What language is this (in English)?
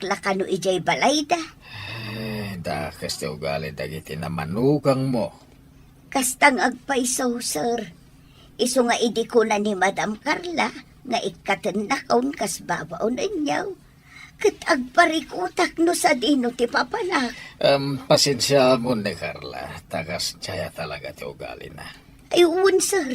Iloko